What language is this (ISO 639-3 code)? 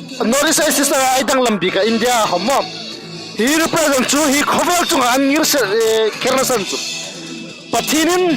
hmr